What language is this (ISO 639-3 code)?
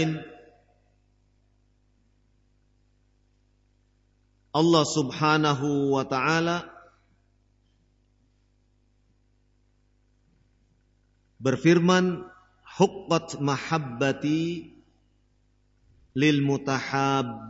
ind